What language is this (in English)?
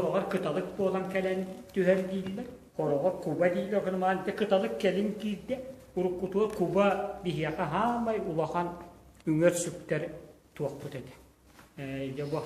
Yakut